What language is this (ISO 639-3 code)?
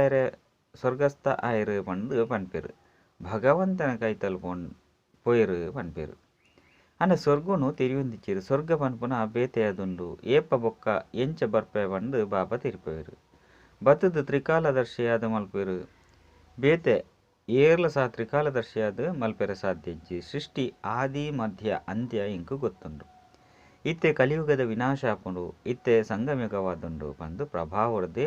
tcy